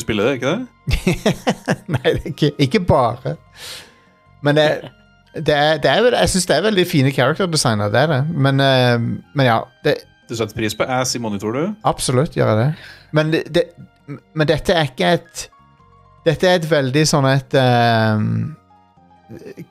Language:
Norwegian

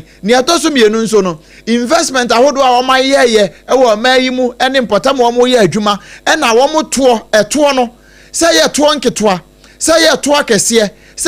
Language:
Akan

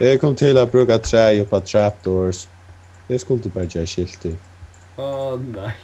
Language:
Faroese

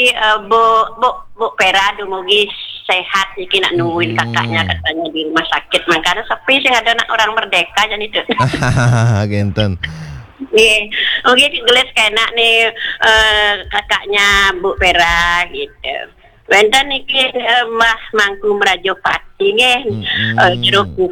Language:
Balinese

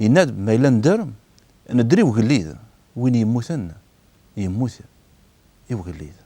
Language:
Kabyle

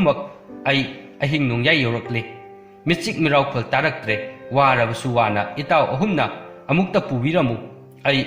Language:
Manipuri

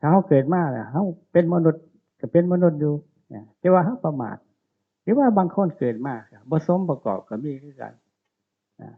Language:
Northeastern Thai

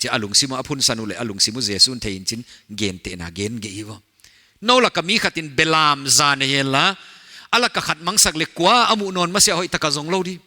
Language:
Paite Chin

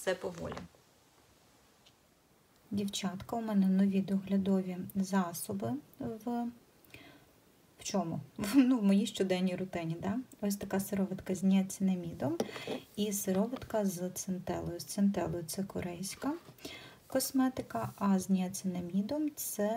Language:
Ukrainian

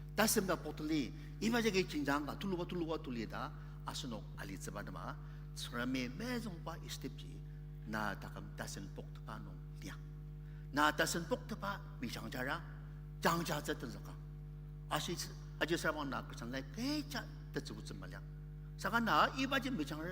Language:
Ao Naga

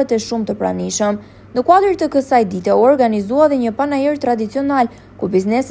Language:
Albanian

